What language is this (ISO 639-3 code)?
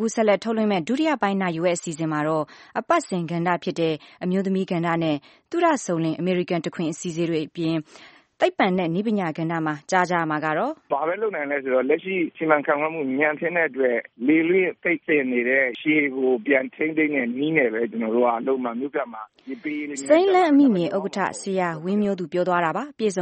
mya